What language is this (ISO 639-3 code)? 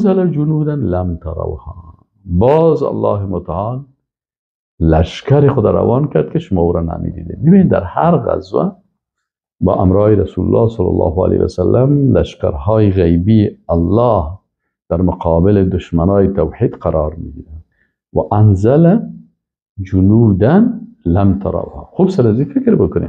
fas